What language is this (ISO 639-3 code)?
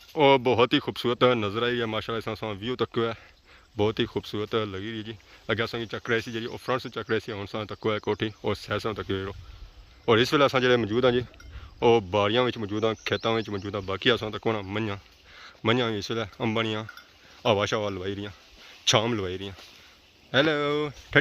phr